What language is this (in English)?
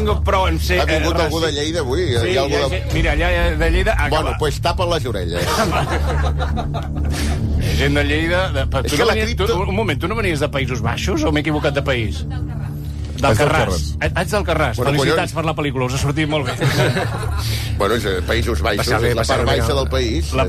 Catalan